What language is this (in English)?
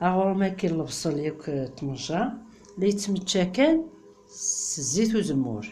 Kabyle